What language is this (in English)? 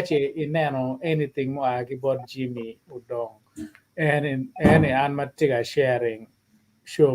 Acoli